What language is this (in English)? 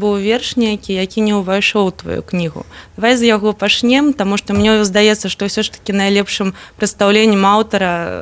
Belarusian